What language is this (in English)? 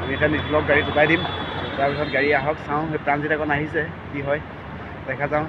Assamese